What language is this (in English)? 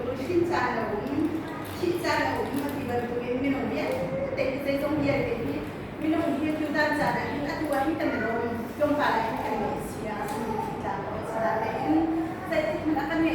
Hakha Chin